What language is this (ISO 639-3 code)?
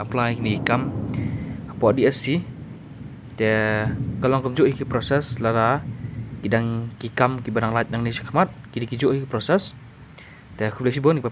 kha